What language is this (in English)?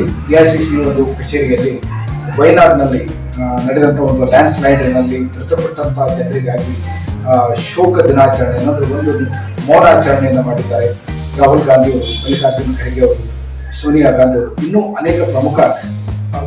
Kannada